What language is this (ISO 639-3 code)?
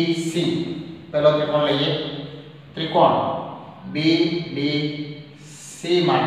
guj